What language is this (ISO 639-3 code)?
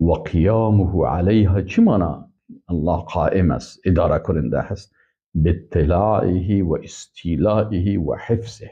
fas